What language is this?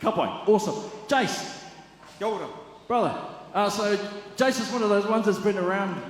Māori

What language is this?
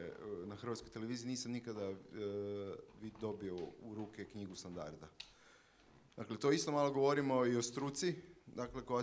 Croatian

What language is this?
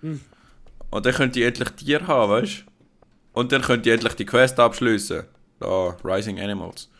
Swiss German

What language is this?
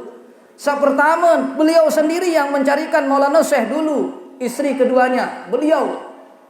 Sasak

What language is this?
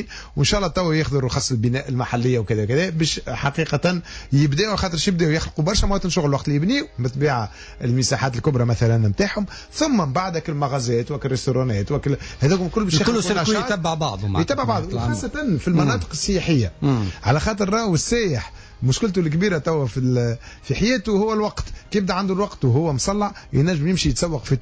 Tunisian Arabic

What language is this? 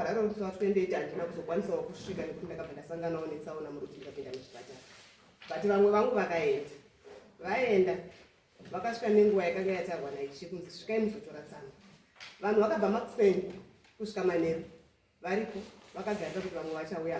Shona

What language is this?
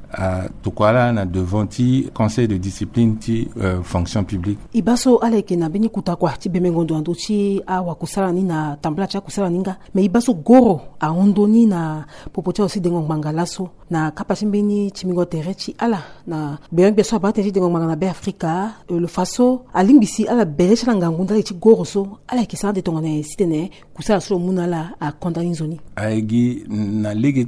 Sango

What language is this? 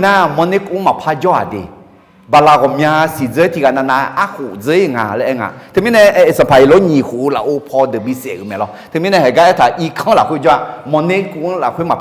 Akha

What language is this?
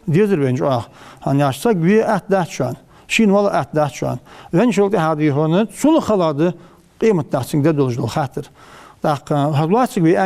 Ingush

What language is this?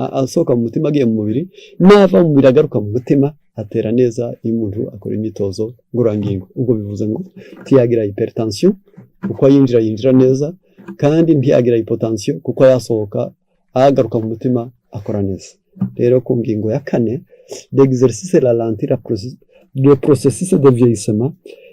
Kinyarwanda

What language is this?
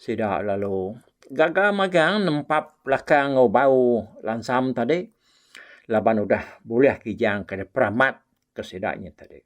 Iban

